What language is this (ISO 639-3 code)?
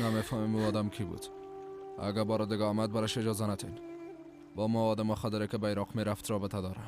fas